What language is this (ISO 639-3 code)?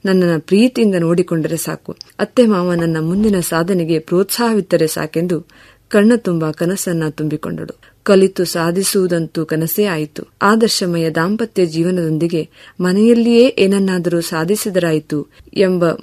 kan